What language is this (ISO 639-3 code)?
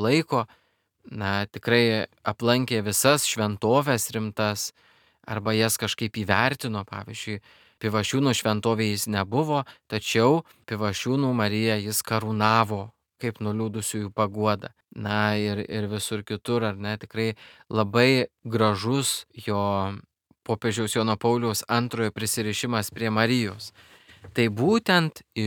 lit